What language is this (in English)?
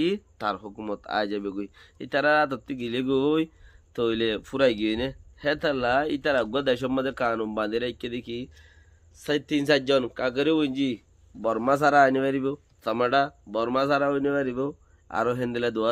Rohingya